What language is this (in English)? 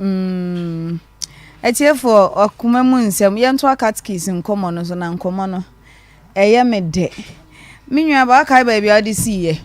Akan